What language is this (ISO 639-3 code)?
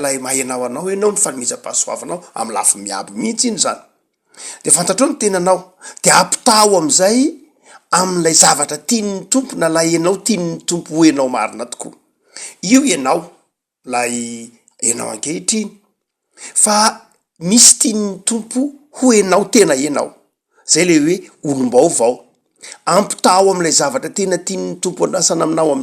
mlg